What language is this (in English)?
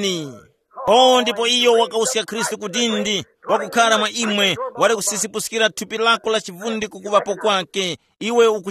Tumbuka